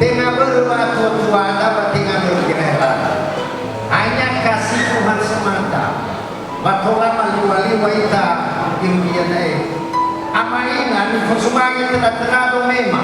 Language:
Nias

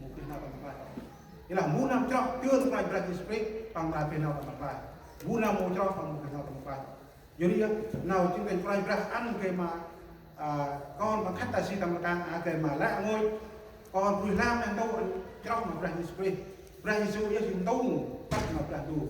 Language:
Central Mnong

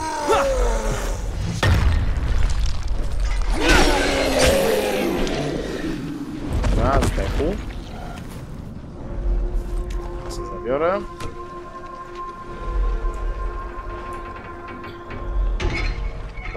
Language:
Polish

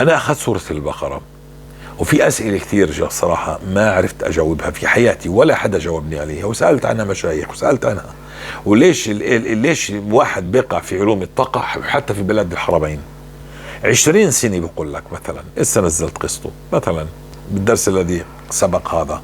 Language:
North Levantine Arabic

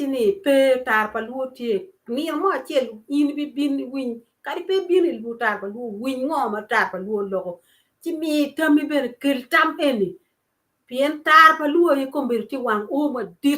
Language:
Acoli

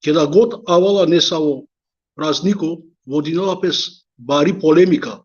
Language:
Balkan Romani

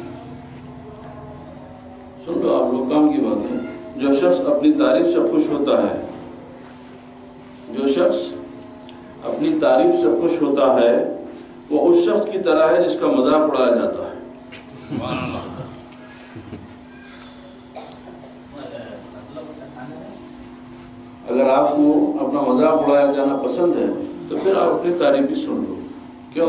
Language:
Urdu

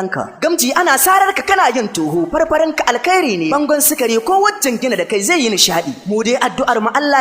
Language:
Hausa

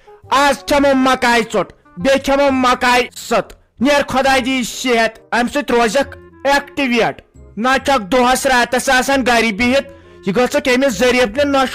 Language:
Kashmiri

